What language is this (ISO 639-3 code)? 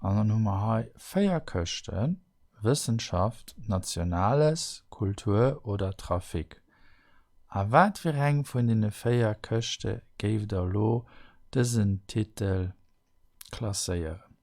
ltz